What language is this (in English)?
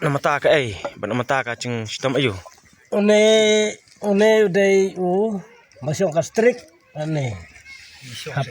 Khasi